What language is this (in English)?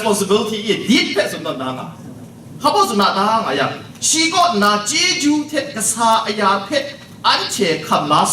Kachin